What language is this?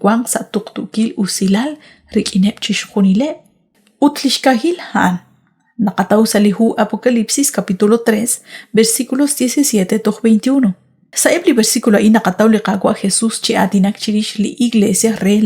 Kekchí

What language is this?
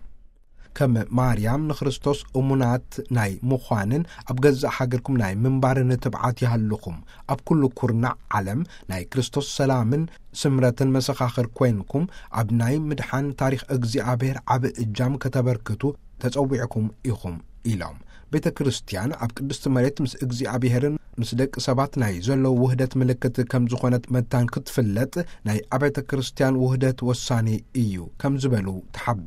Tigrinya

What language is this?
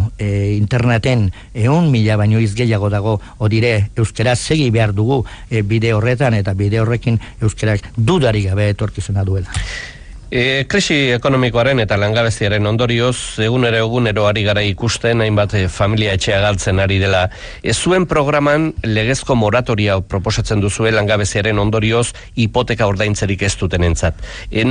Basque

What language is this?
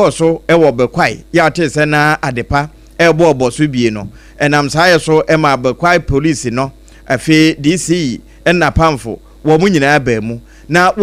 Akan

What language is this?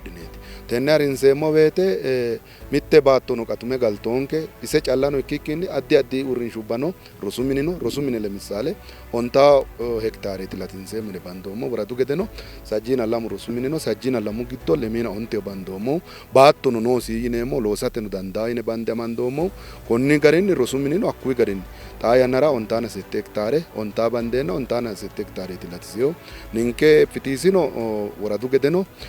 Sidamo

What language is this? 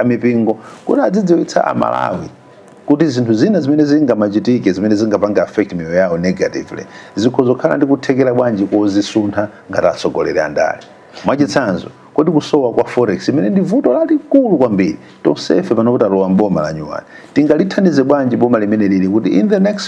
Nyanja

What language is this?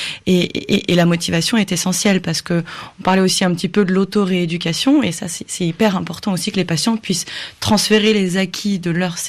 French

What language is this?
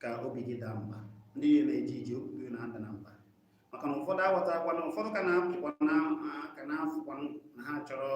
Igbo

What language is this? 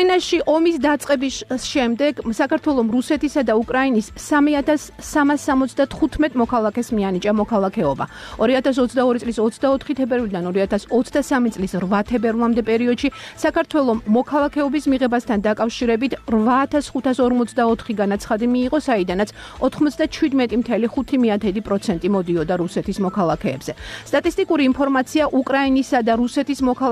Georgian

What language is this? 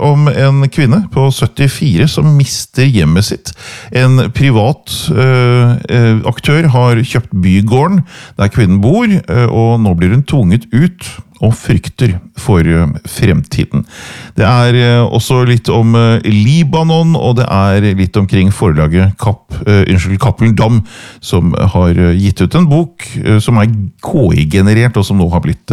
Norwegian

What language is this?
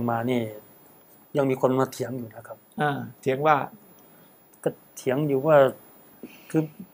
Thai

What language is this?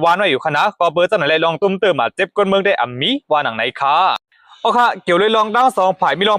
Shan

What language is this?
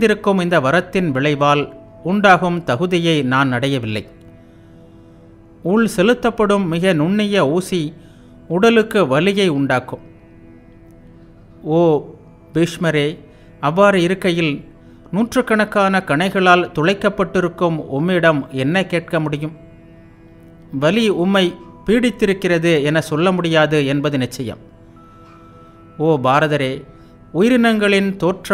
Tamil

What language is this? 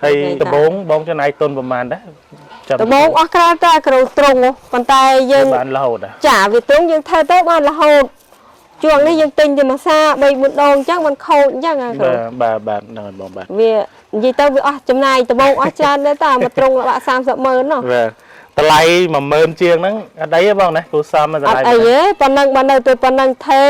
Khmer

